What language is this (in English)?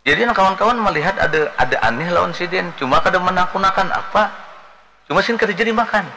Banjar